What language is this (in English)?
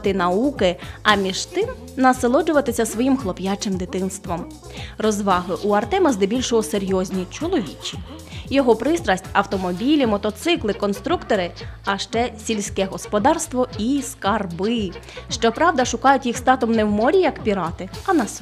Ukrainian